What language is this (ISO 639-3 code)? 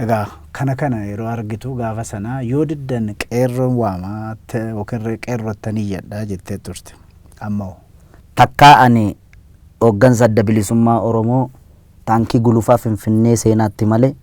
orm